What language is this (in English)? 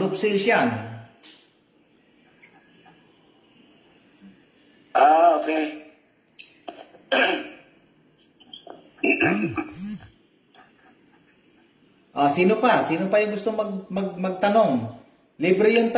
Filipino